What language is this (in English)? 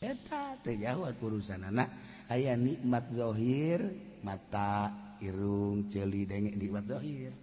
Sundanese